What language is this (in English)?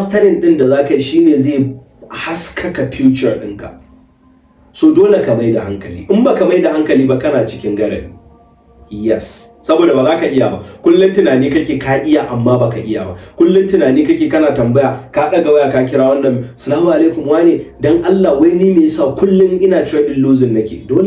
Hausa